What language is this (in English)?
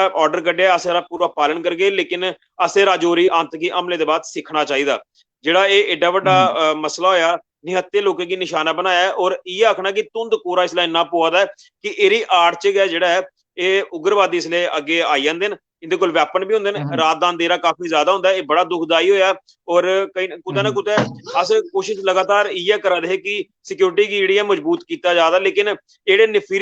Dogri